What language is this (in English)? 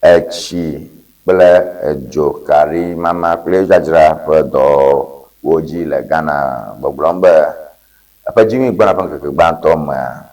Ewe